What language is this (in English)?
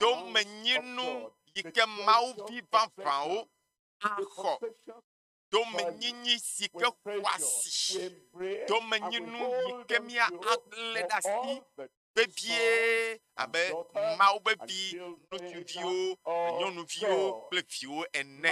Ewe